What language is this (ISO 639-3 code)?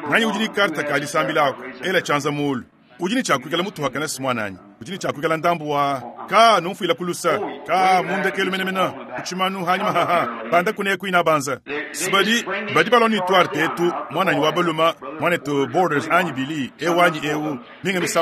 lua